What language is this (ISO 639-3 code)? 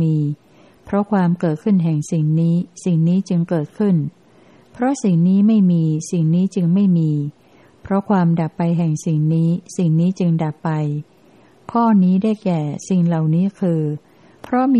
tha